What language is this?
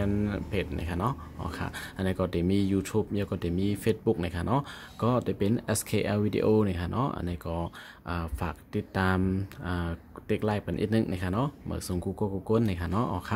Shan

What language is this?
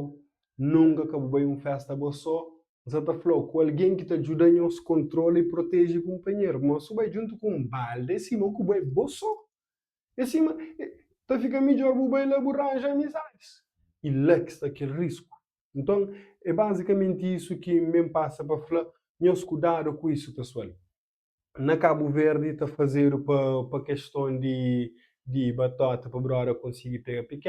Kabuverdianu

